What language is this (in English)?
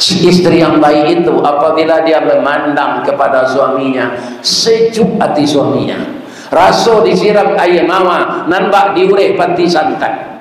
Minangkabau